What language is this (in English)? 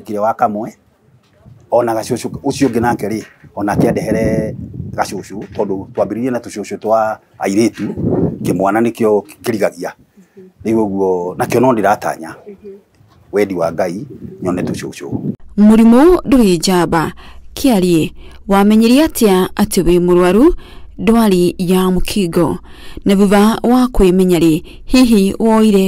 Kikuyu